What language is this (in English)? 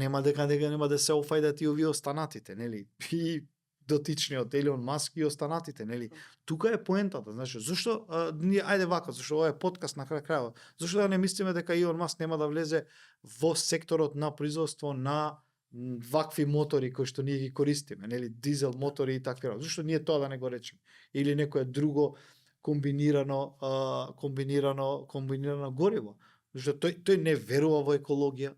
Macedonian